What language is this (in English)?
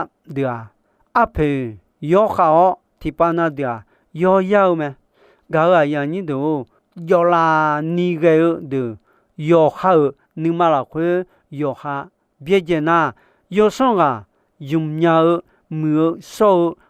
Akha